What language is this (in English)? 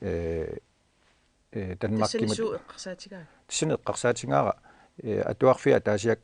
Kalaallisut